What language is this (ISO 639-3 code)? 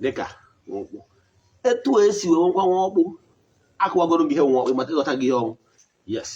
ibo